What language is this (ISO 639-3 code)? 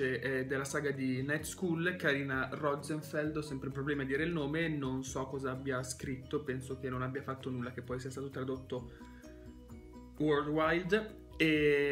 ita